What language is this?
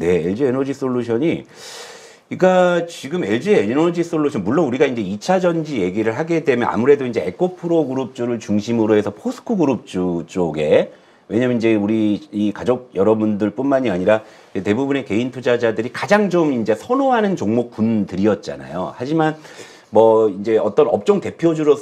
Korean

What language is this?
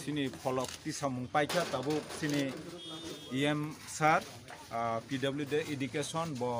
Kok Borok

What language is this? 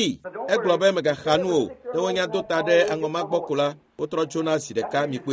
Ewe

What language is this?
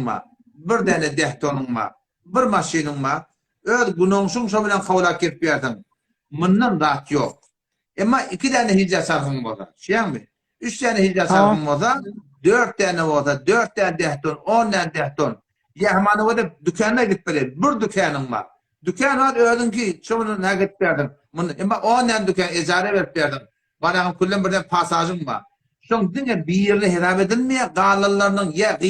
Turkmen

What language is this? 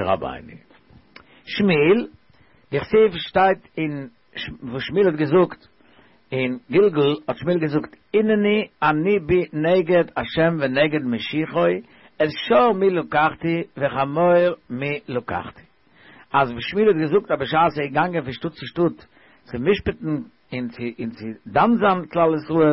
Yiddish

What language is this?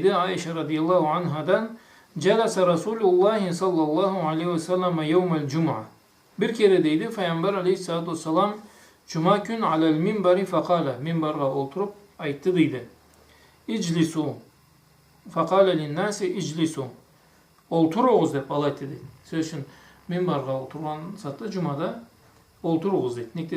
Karachay-Balkar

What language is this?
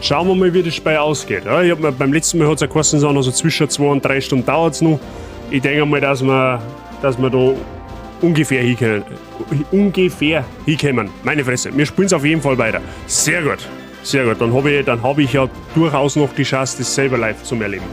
Bavarian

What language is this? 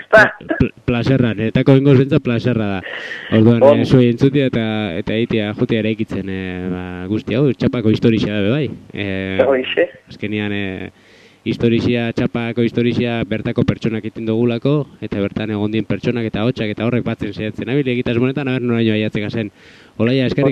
Basque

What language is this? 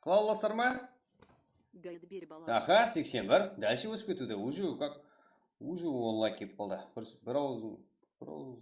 Kara-Kalpak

